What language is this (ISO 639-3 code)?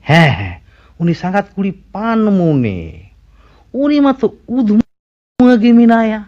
sat